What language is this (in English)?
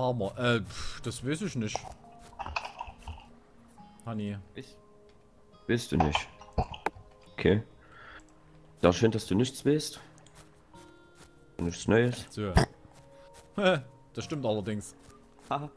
German